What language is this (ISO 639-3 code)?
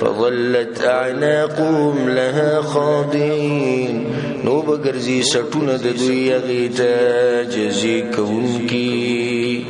pus